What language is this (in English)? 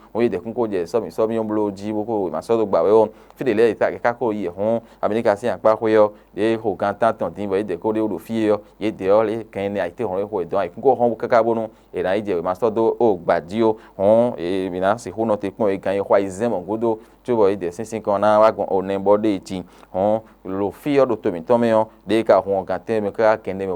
Fon